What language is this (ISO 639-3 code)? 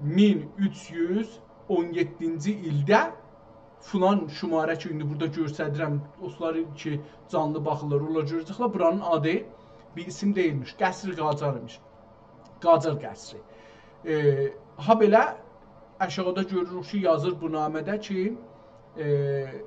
azb